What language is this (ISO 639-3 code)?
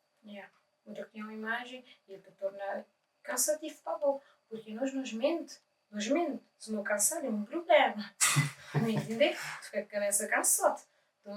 kea